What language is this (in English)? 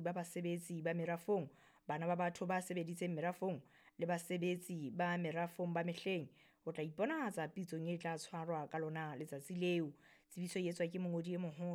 Southern Sotho